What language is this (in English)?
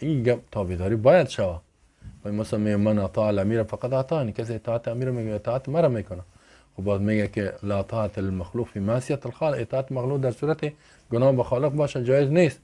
Persian